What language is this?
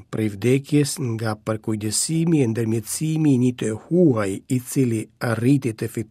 Albanian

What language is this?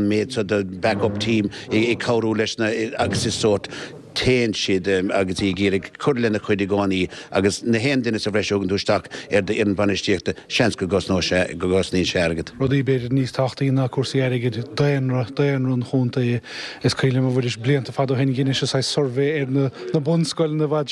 Irish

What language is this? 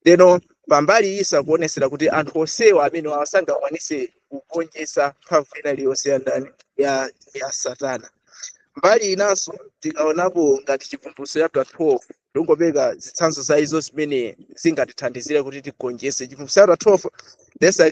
Nyanja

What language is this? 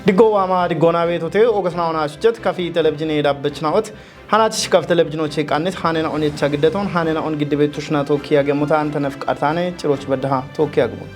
Kafa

